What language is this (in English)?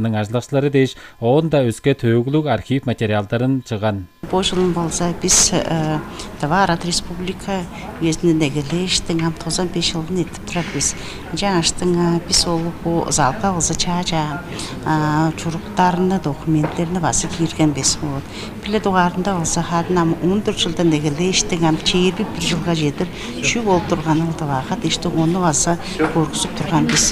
Tuvinian